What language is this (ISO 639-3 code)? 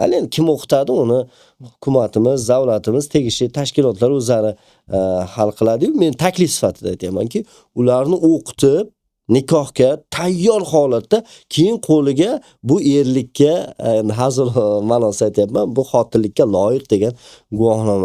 uzb